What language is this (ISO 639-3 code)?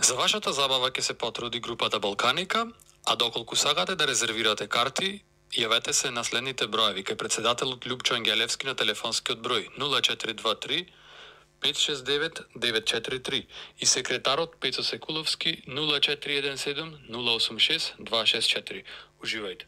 mkd